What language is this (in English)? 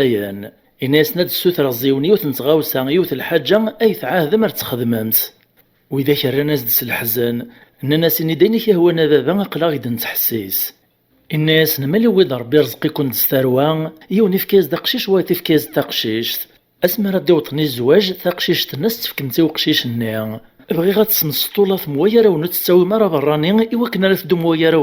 Kabyle